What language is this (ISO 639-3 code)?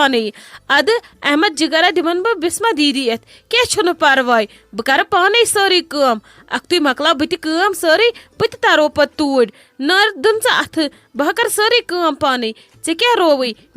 kas